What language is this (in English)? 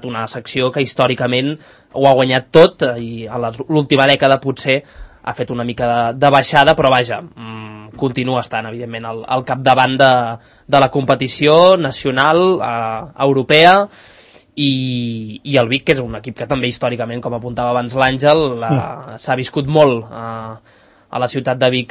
Catalan